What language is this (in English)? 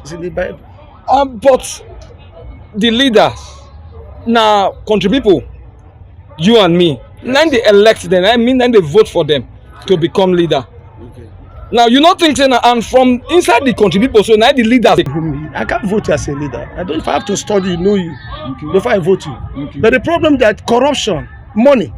Nigerian Pidgin